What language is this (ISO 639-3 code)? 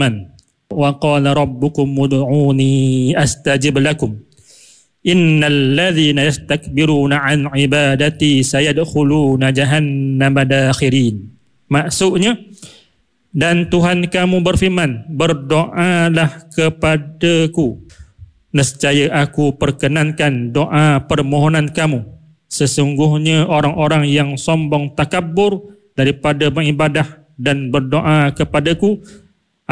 msa